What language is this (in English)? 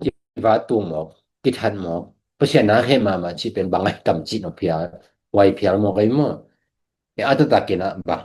Tedim Chin